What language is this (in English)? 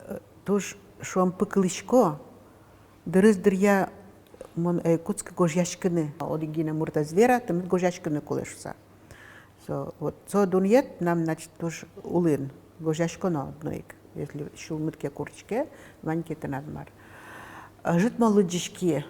Udmurt